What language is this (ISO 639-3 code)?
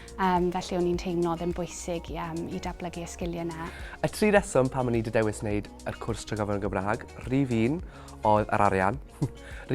cym